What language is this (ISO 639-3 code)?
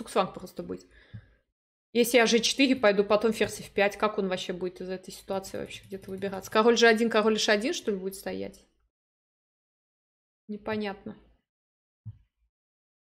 rus